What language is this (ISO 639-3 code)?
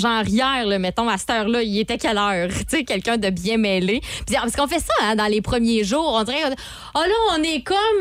fra